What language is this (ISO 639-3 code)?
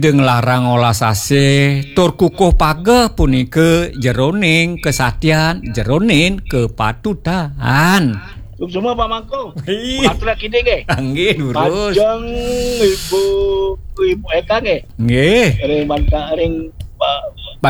ban